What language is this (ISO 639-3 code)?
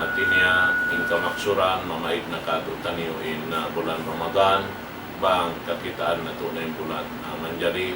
tsg